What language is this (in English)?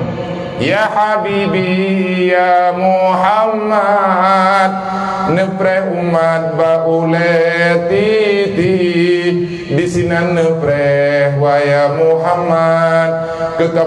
Achinese